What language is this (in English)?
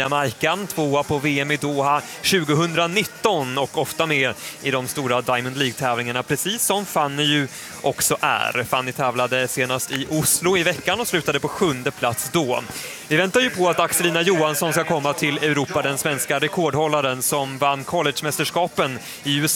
Swedish